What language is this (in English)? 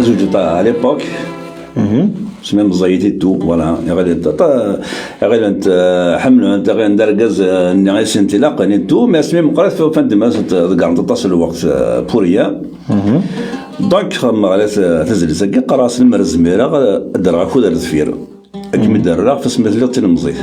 Kabyle